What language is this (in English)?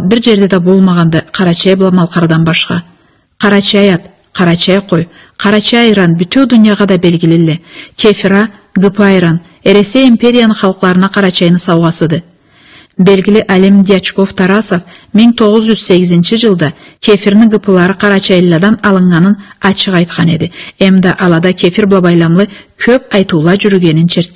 Karachay-Balkar